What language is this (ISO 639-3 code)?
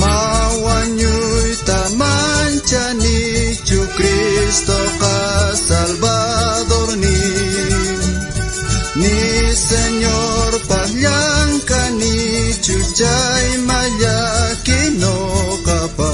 quh